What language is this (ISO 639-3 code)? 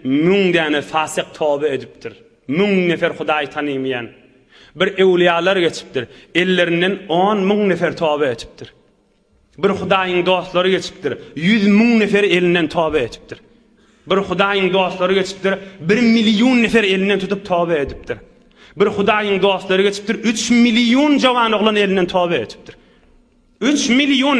tuk